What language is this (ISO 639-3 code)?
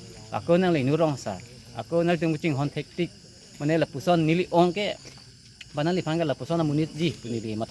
mjw